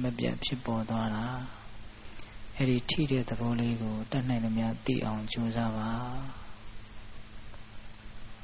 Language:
Burmese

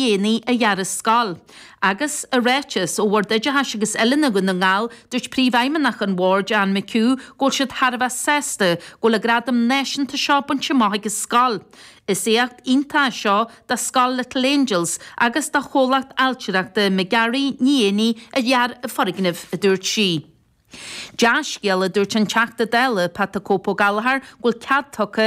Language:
Irish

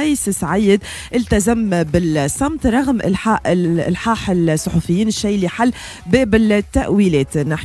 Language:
Tunisian Arabic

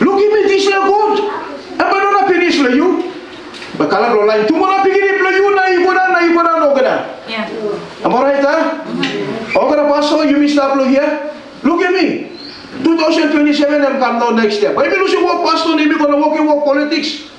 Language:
Tok Pisin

